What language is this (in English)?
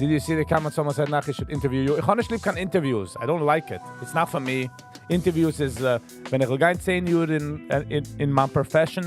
Yiddish